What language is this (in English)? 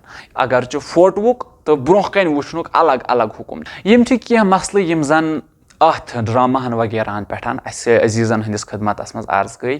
Kashmiri